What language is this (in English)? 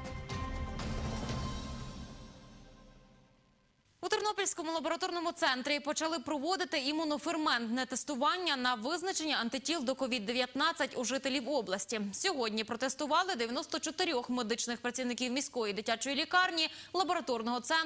Ukrainian